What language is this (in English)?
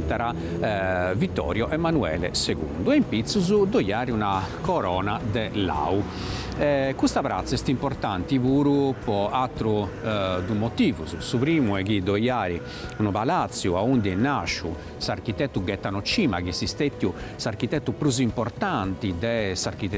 Sardinian